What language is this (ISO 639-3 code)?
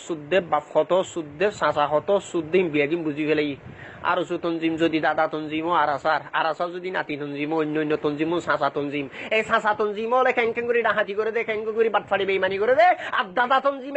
rhg